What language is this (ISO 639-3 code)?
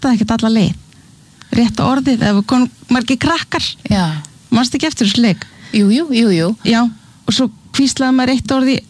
isl